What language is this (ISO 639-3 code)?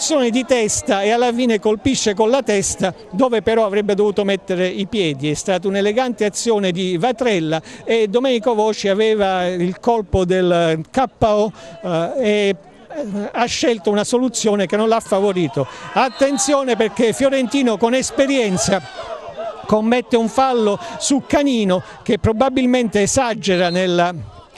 ita